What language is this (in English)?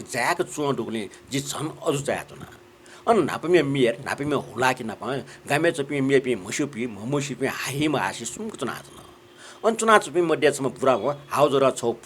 Newari